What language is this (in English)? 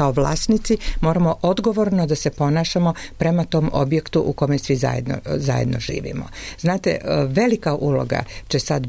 Serbian